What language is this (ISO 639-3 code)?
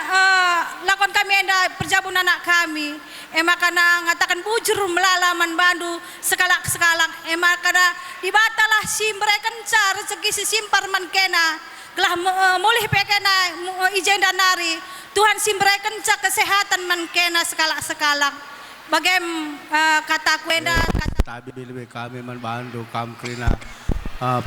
btx